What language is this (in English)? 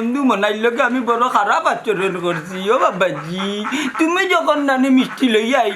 Sylheti